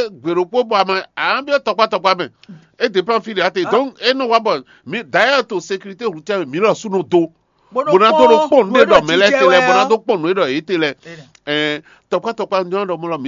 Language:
Fon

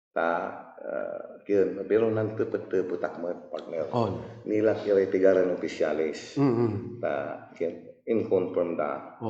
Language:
Pangasinan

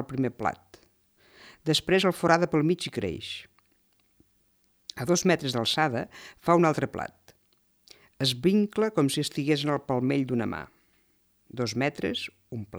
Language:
Catalan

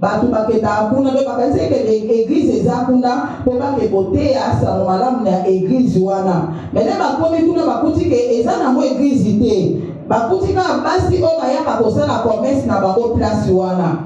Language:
Lingala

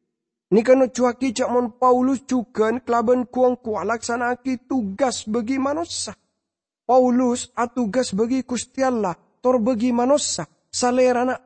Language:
Madurese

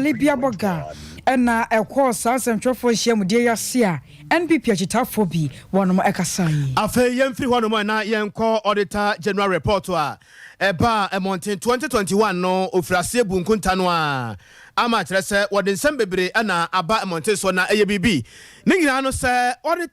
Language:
Akan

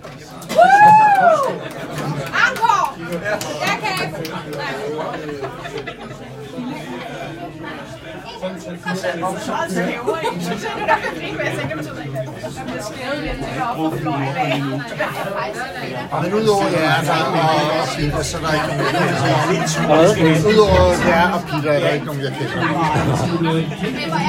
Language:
Danish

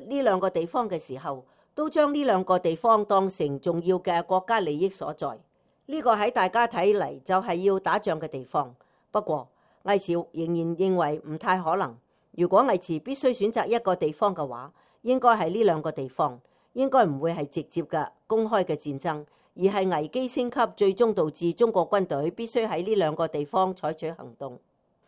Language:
Cantonese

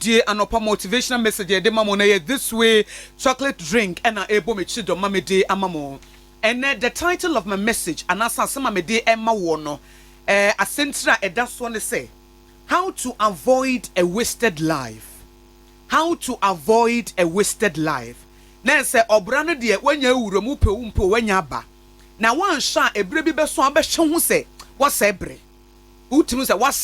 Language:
Akan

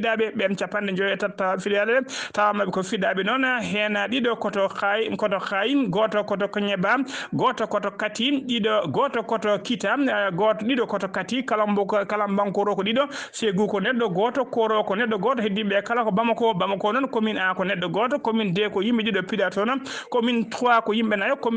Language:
Fula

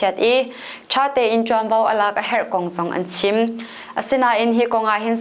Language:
Hakha Chin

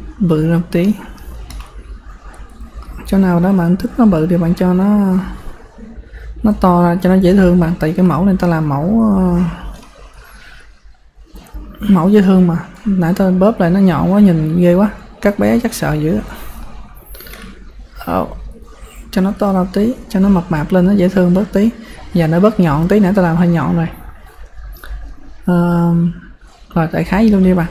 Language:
Vietnamese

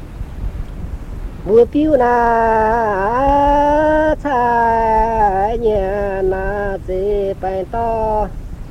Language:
Vietnamese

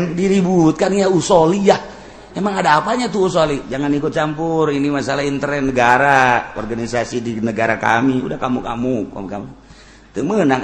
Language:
Sundanese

